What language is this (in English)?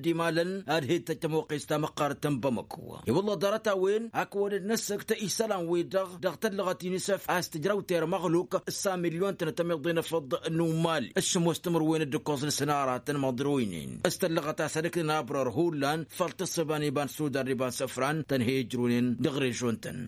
Tamasheq